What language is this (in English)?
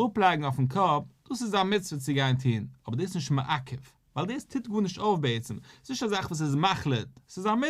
Yiddish